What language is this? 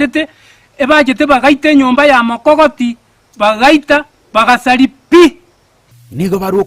Gusii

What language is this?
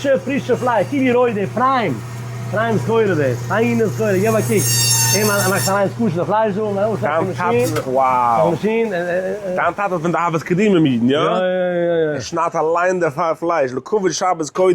Yiddish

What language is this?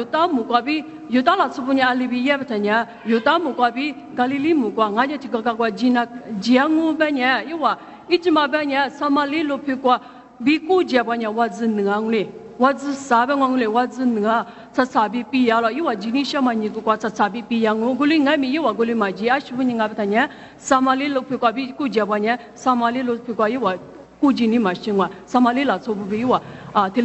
Lisu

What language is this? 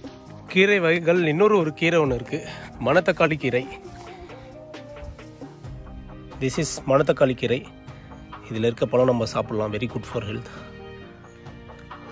Tamil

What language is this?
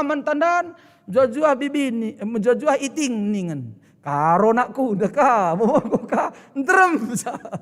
Batak Karo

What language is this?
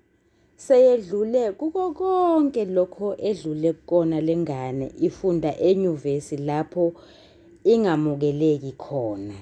Zulu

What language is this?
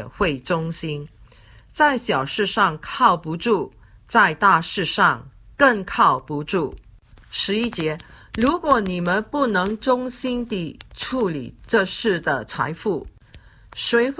Chinese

